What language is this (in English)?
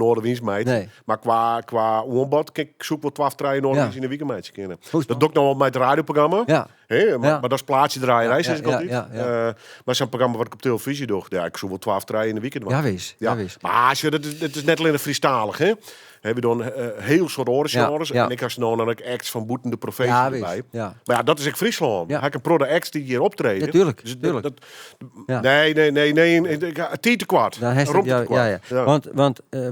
Western Frisian